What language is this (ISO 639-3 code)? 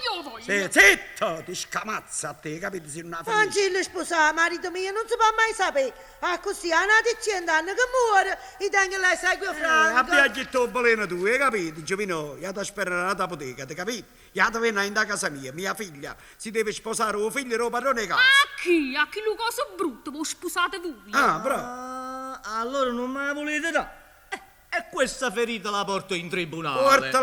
nap